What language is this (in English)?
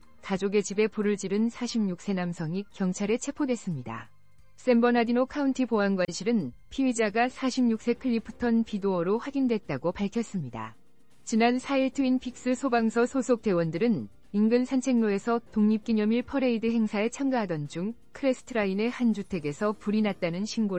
Korean